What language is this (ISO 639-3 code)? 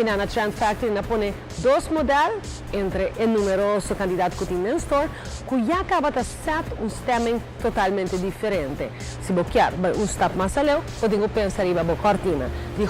pap